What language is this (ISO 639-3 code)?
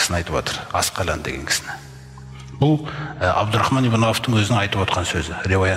kaz